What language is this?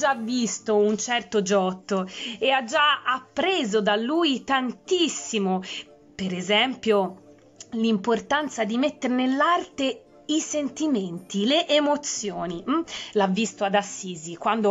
Italian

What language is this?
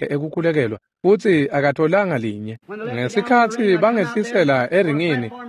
Swati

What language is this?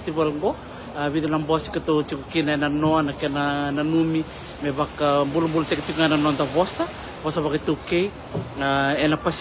Fijian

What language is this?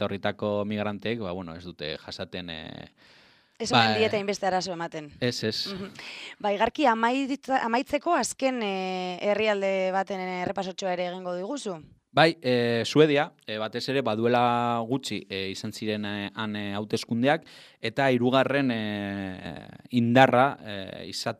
Basque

